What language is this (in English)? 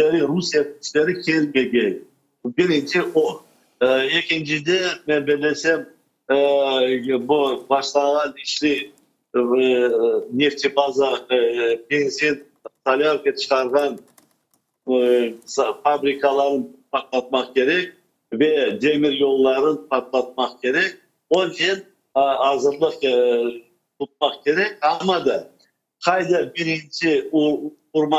Crimean Tatar